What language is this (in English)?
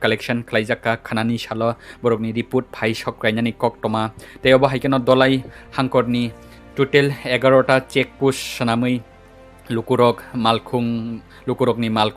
Kok Borok